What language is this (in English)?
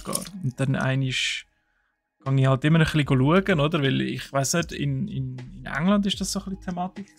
Swiss German